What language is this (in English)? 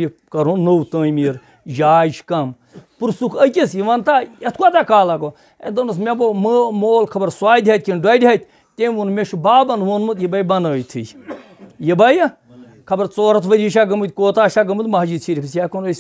Kashmiri